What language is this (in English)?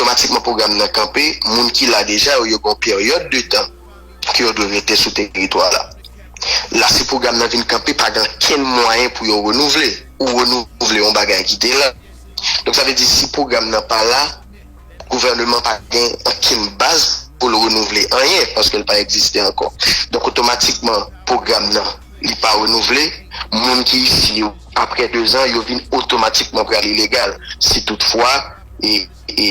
Haitian Creole